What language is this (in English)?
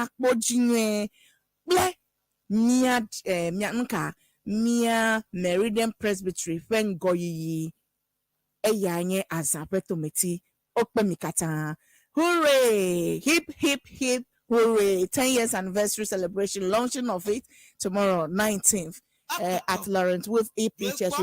Ewe